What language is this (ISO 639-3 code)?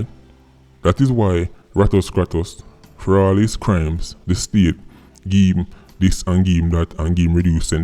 jam